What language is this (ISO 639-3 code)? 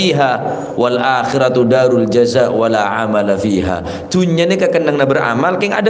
mad